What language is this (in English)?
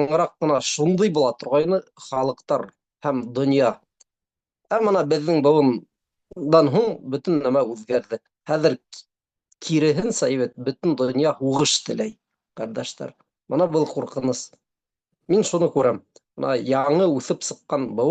Bashkir